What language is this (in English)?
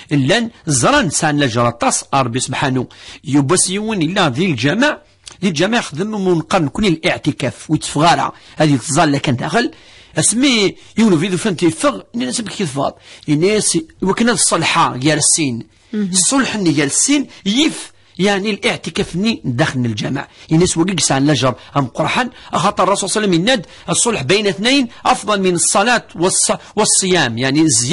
Kabyle